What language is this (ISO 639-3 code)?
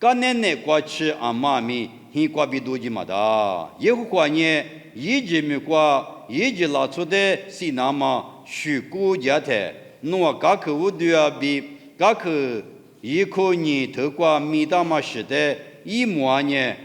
lis